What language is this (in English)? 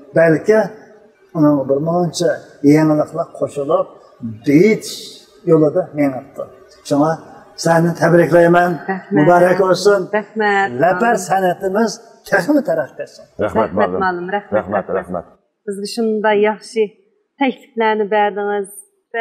Uyghur